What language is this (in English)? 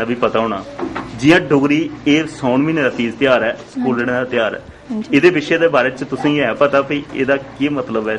Dogri